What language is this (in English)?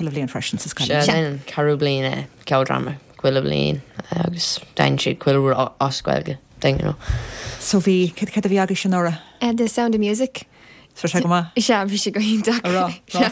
Irish